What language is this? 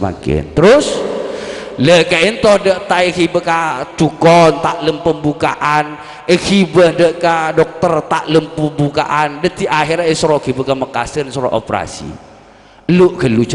Madurese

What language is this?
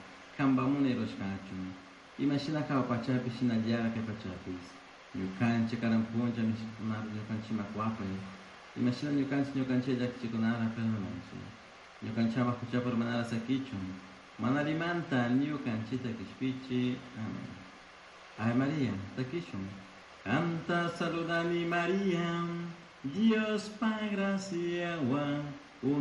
Chimborazo Highland Quichua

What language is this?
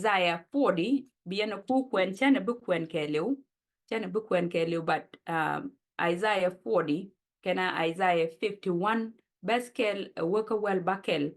Nuer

